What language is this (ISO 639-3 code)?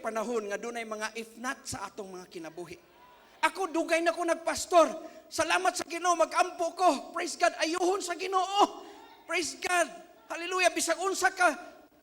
ceb